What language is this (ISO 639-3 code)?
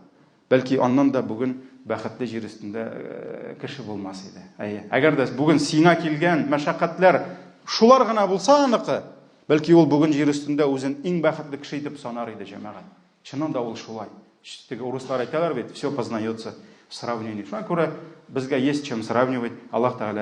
tat